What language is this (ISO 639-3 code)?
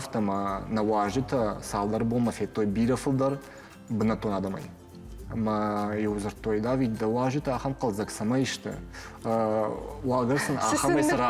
oss